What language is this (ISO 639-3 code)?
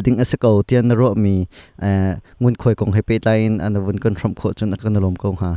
cnh